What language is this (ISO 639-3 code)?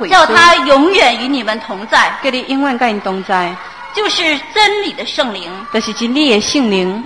zho